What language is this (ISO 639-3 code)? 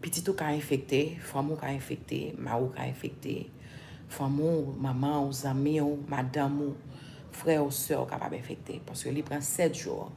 hat